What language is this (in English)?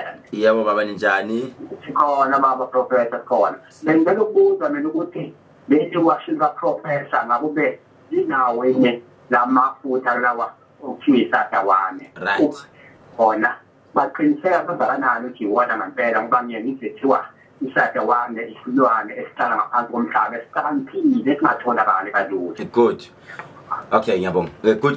Zulu